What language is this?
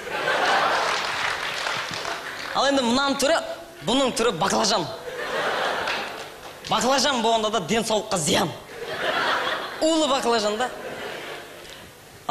Kazakh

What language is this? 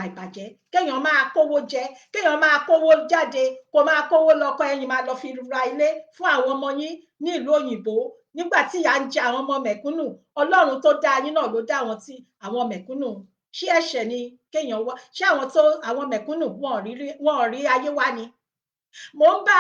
Yoruba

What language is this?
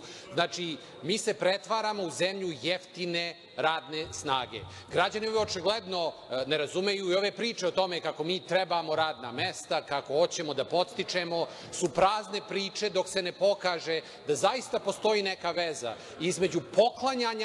Serbian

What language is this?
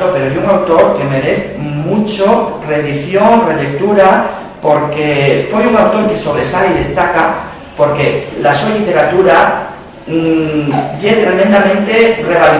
Asturian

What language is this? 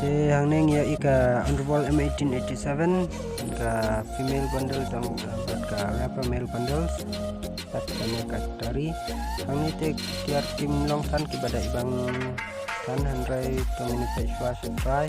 Khasi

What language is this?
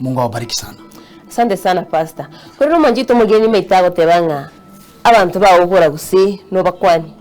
Gusii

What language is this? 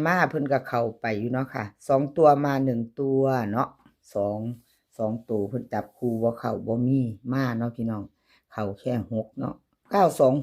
Northeastern Thai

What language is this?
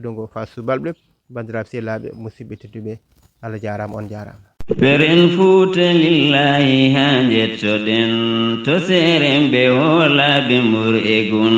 Fula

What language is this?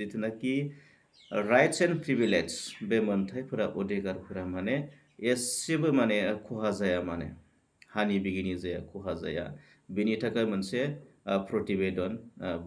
Bodo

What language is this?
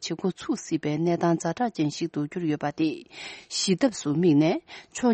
Tibetan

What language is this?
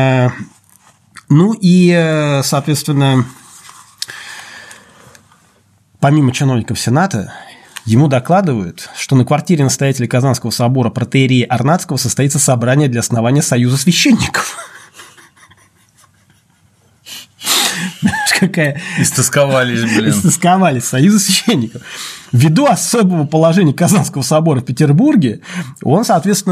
Russian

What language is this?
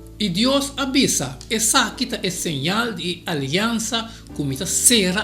Papiamento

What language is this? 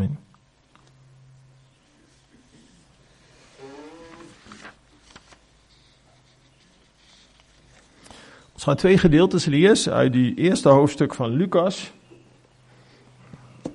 Afrikaans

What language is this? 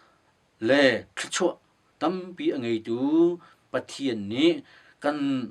Hakha Chin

